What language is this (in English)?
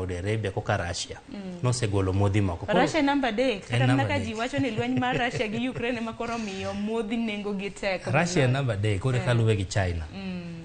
Luo (Kenya and Tanzania)